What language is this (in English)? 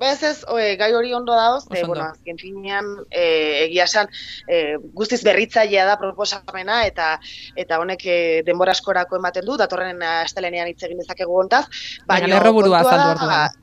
Basque